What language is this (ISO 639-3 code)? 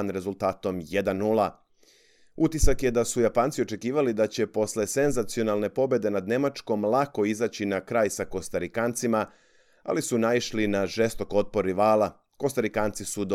srp